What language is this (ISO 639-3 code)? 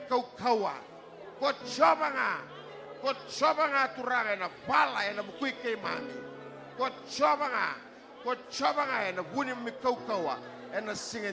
fij